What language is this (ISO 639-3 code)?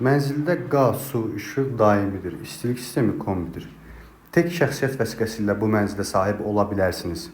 aze